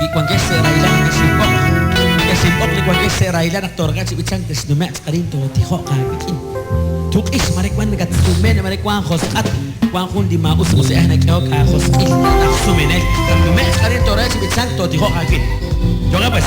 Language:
Kekchí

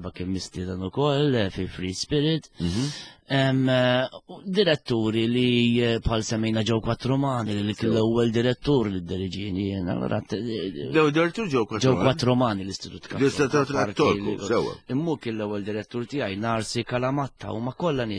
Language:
Maltese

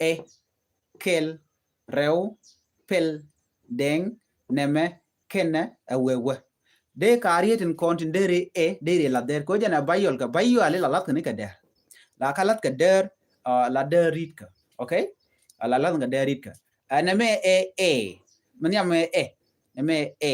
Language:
Nuer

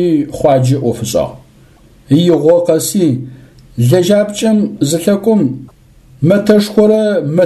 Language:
Adyghe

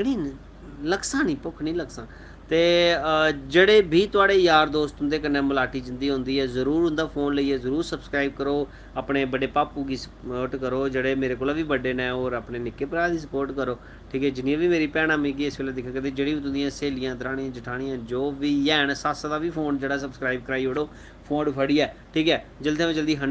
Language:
Dogri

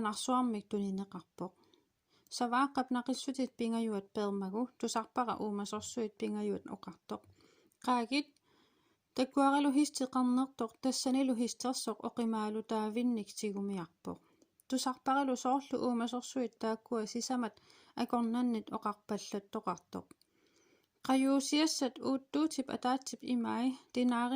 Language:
Kalaallisut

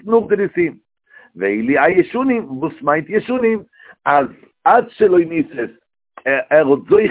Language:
Yiddish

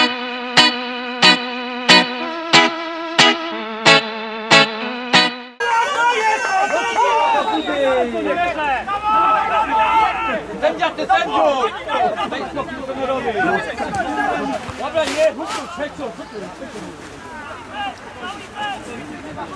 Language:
Polish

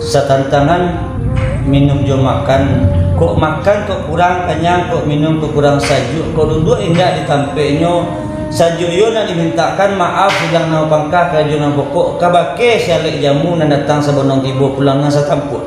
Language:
Minangkabau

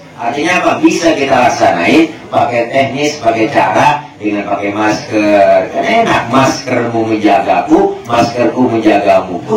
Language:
Betawi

